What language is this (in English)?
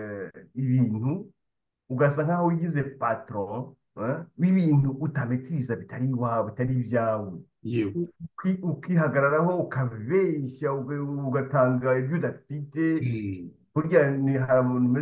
Kinyarwanda